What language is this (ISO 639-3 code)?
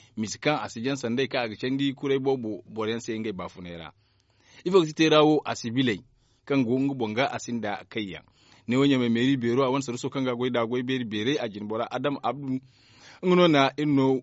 dje